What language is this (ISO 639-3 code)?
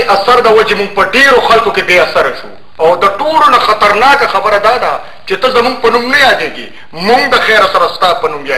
pus